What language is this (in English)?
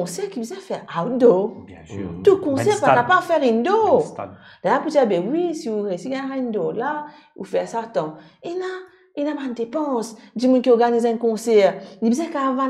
Morisyen